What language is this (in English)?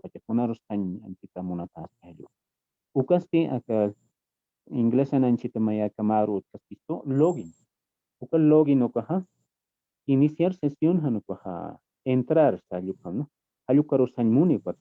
Aymara